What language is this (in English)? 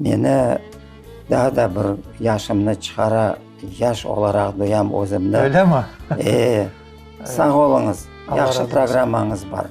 Crimean Tatar